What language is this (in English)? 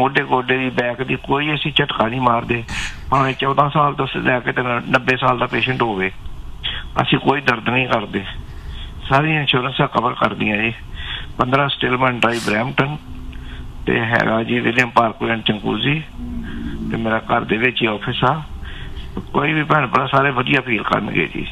Punjabi